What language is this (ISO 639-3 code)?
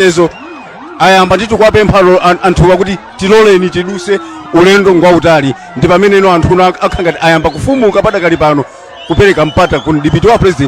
nya